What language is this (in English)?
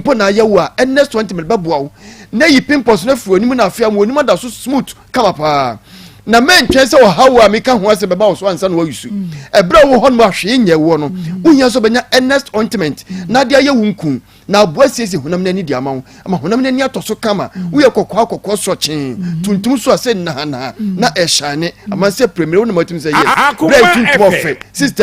Akan